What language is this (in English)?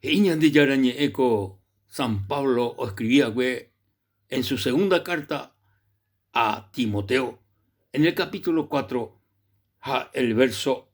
Guarani